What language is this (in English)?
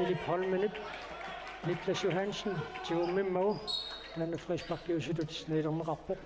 Kalaallisut